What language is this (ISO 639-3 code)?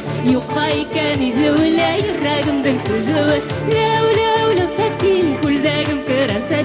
tat